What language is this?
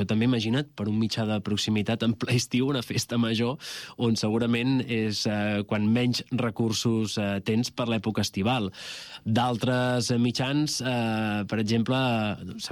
Catalan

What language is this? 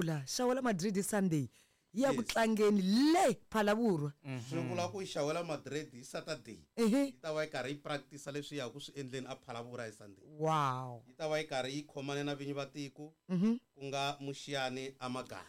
Tsonga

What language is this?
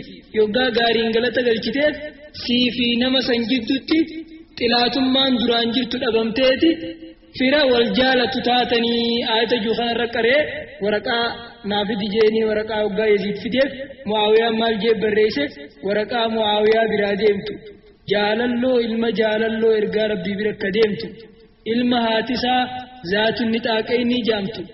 Oromo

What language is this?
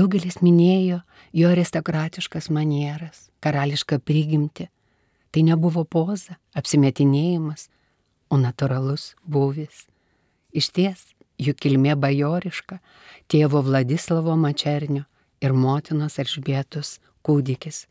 Lithuanian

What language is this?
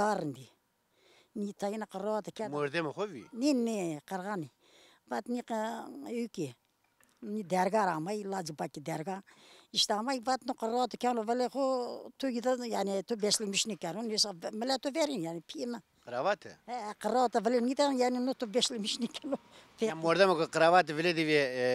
Zaza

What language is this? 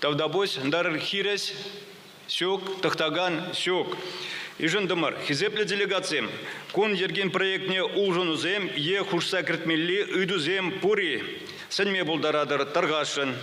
Chuvash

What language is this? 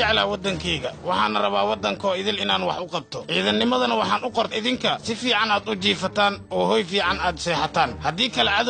Somali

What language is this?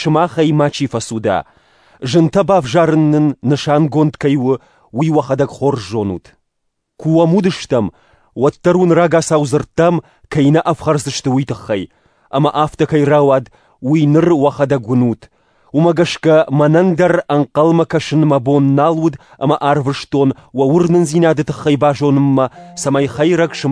Ossetic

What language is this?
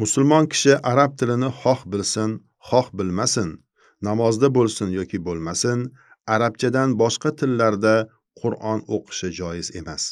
Uzbek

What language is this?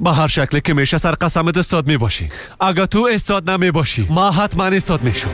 Persian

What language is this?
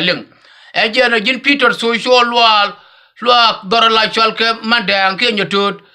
Nuer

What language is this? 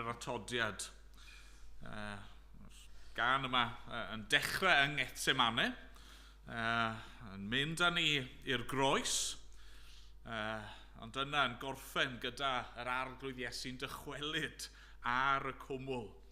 Welsh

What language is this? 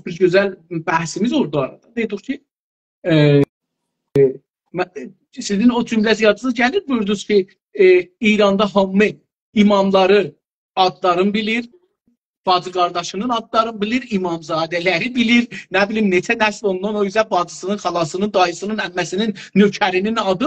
South Azerbaijani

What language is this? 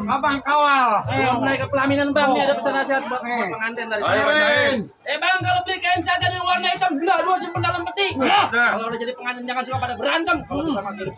Betawi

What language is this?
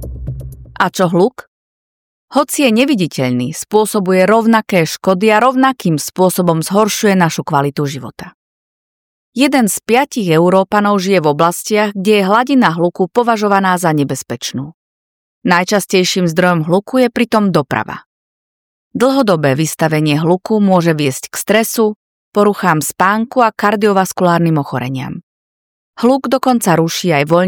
Slovak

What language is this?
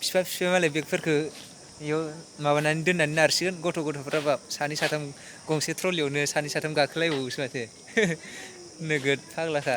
Bodo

